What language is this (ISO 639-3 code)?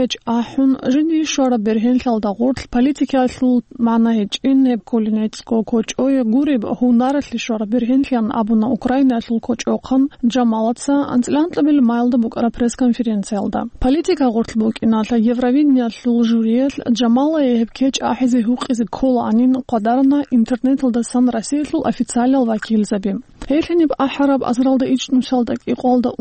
ava